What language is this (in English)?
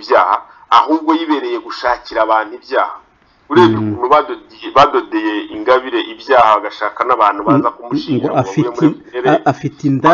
Kinyarwanda